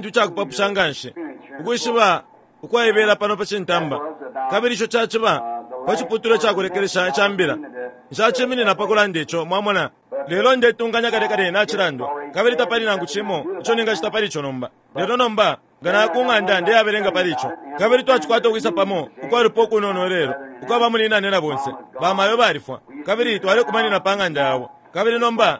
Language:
Bemba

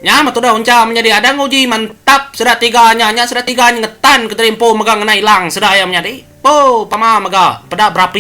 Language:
Iban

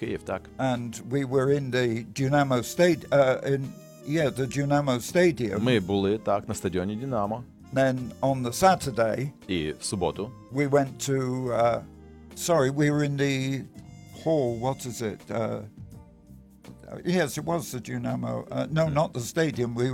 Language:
Ukrainian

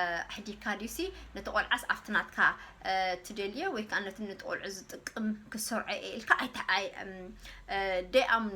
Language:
Tigrinya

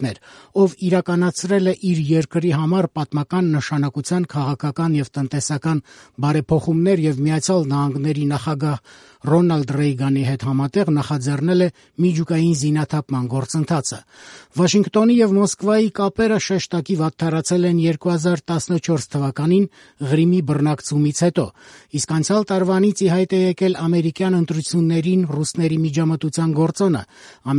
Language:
Armenian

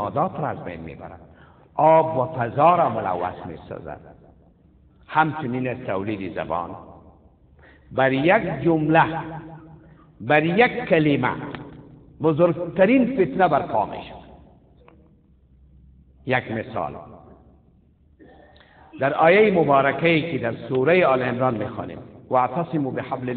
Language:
Persian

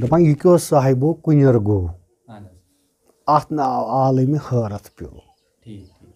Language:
Kashmiri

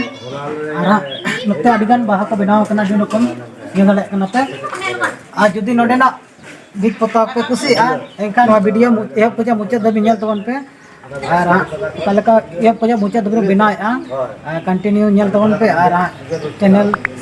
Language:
Santali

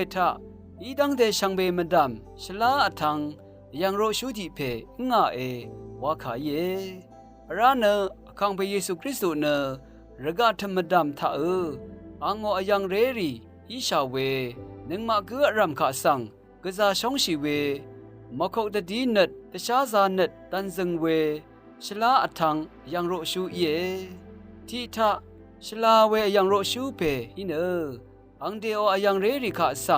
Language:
Rawang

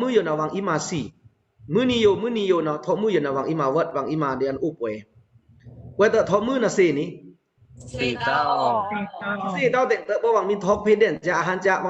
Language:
Pa'o Karen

